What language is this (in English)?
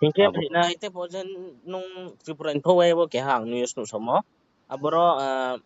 Riang (India)